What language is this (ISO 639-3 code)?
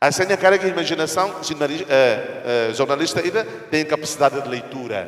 tet